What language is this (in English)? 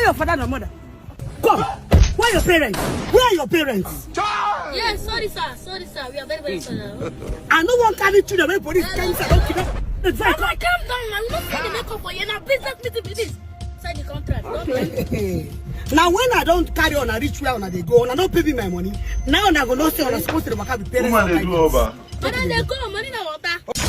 Nigerian Pidgin